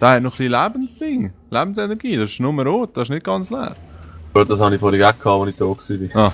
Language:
Swiss German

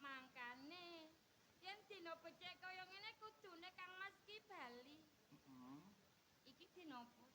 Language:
Javanese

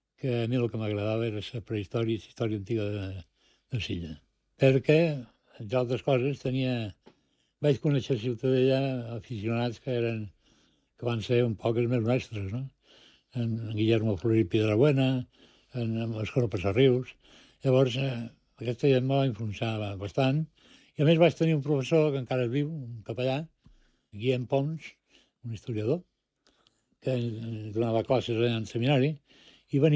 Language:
Catalan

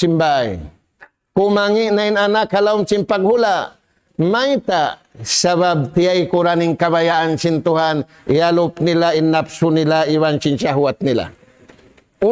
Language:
Tausug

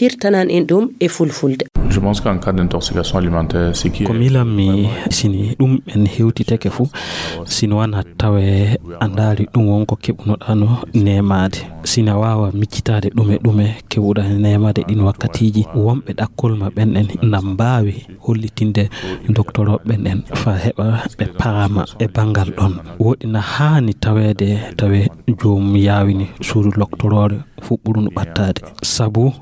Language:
Fula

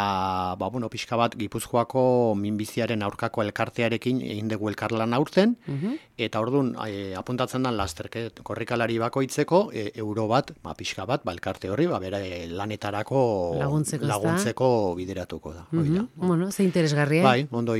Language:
Basque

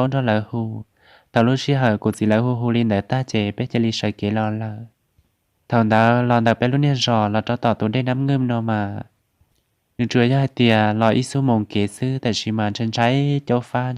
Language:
Hmong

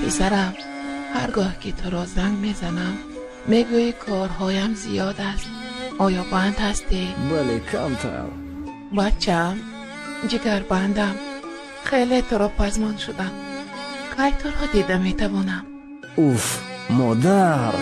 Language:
Tajik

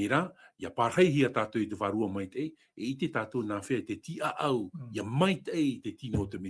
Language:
Tahitian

